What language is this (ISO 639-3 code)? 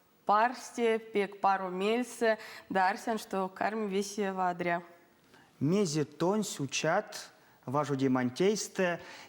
myv